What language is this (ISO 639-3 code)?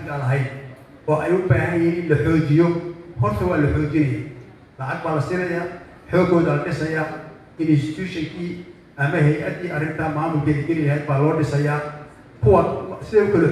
som